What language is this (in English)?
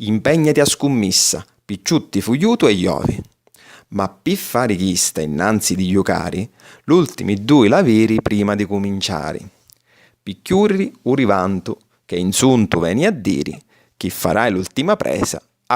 Sicilian